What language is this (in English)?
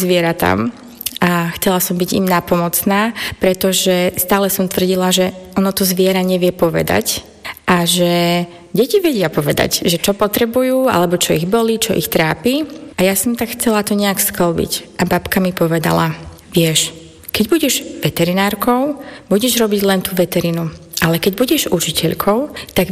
Slovak